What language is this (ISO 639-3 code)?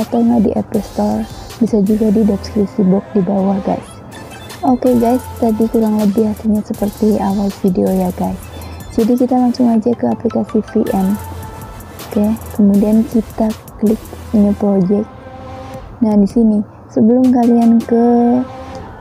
ind